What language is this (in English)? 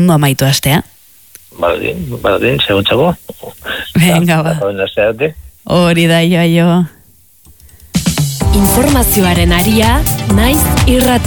Basque